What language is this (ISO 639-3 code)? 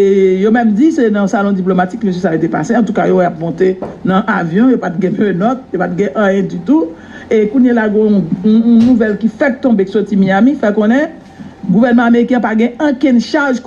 hat